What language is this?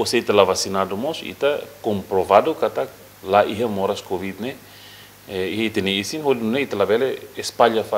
Tetum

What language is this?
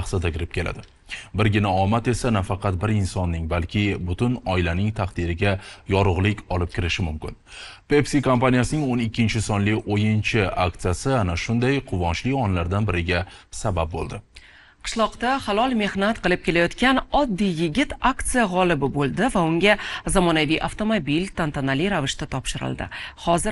Uzbek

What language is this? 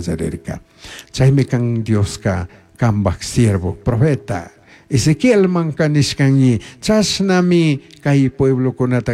Chimborazo Highland Quichua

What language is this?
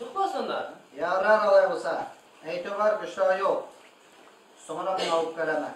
Bashkir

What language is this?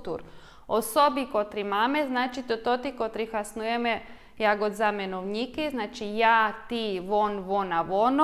Rusyn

